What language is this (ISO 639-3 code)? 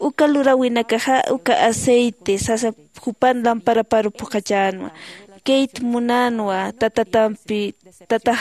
aym